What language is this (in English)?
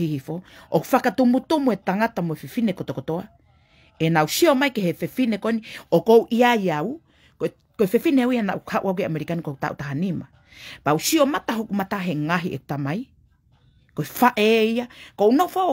Tongan